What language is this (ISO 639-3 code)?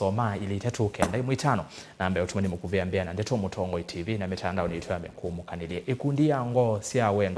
kam